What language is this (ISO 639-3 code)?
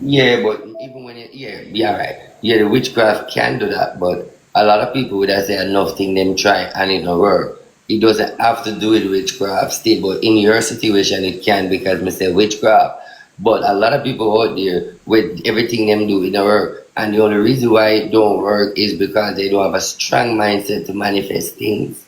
jam